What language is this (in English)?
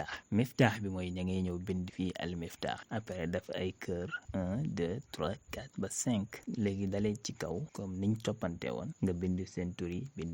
Wolof